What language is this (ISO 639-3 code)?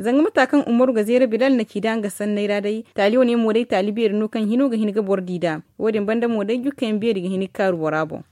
dje